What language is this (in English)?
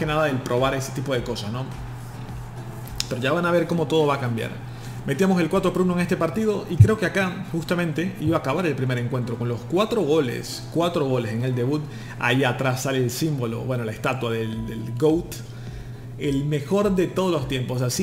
Spanish